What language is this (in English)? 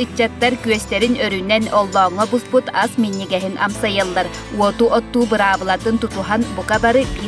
Yakut